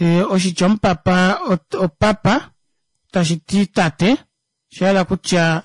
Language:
Kuanyama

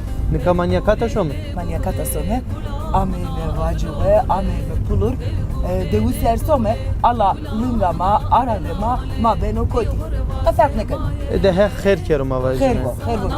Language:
Zaza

